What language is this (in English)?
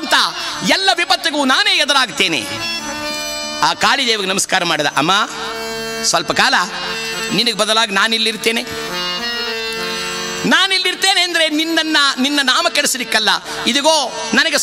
Kannada